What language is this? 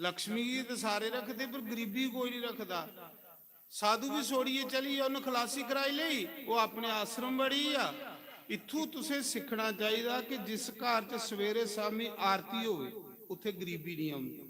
Dogri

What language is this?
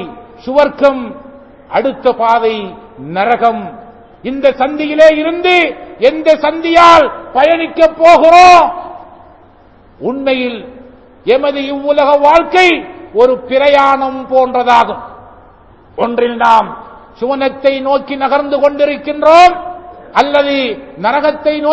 Tamil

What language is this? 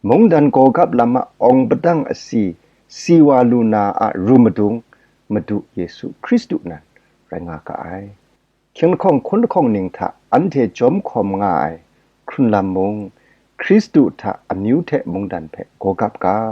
Kachin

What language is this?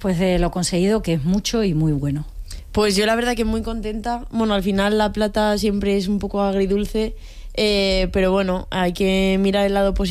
Spanish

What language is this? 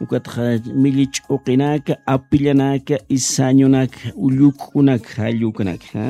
Aymara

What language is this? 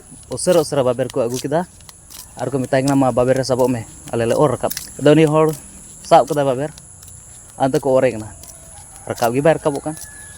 Santali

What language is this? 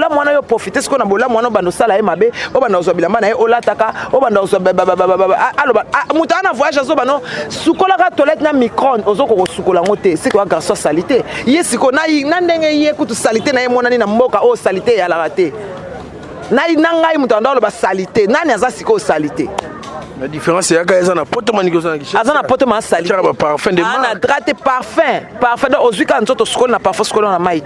Lingala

